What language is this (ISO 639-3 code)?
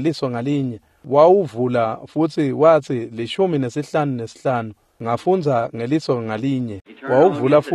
ssw